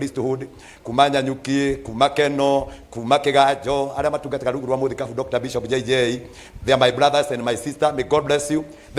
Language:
Kikuyu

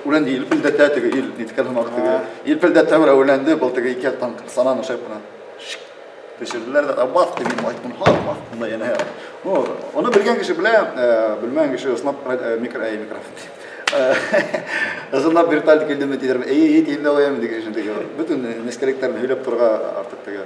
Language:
Bashkir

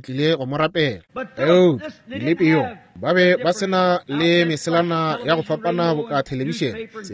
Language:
Northern Sotho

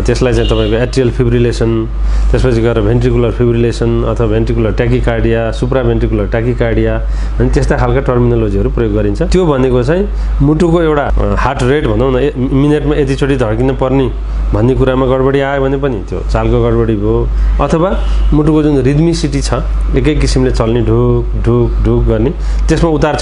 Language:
Nepali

